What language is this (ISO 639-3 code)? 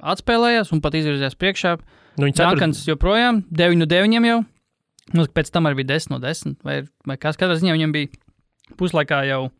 lav